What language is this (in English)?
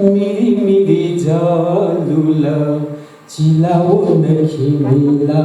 Newari